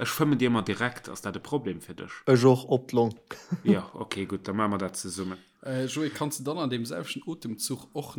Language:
Luxembourgish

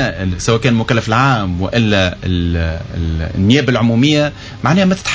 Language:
Tunisian Arabic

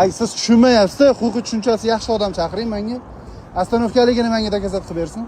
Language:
Uzbek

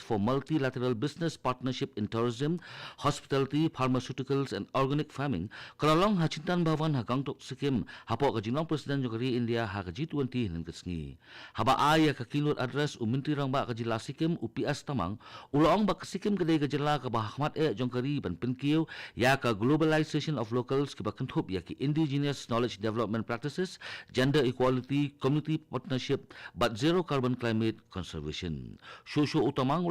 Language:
Khasi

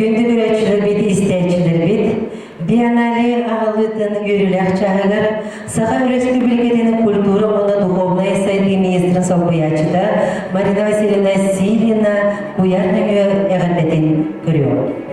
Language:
Yakut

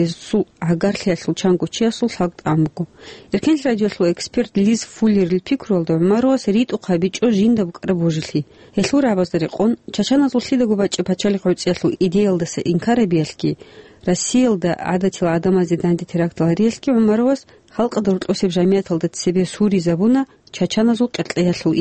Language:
Avaric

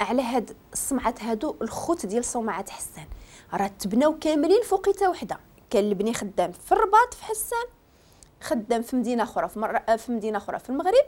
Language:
Moroccan Arabic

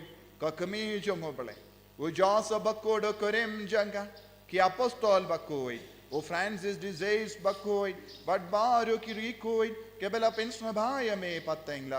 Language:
Khasi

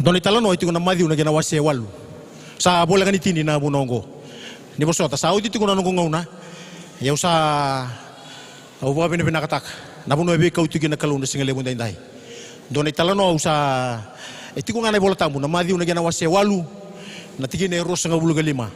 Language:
Fijian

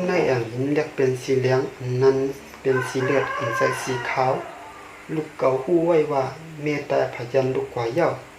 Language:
Shan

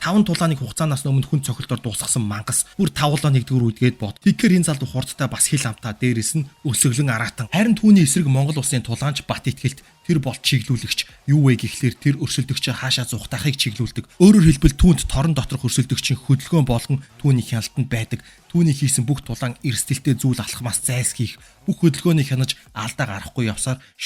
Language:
Mongolian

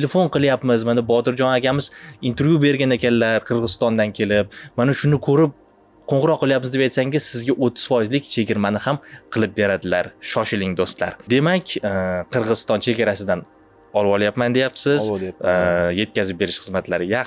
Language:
Uzbek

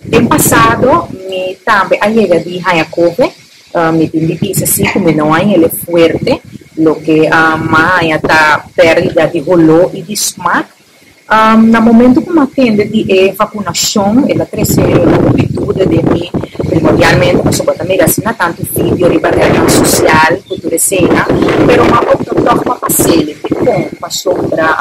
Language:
Papiamento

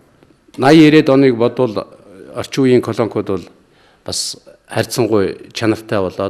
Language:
Mongolian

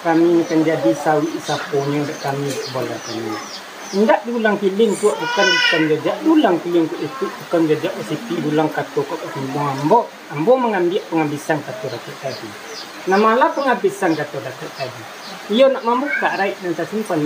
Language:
Minangkabau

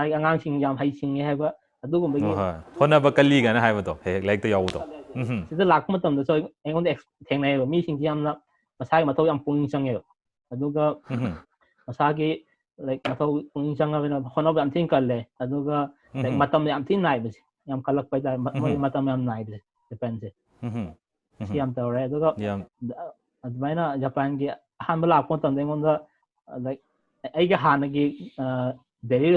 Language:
Manipuri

